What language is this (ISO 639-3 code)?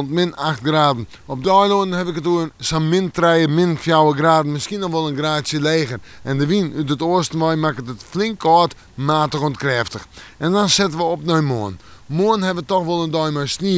fry